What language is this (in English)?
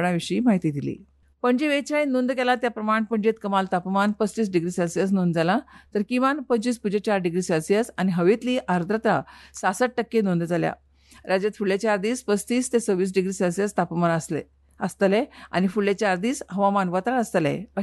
Konkani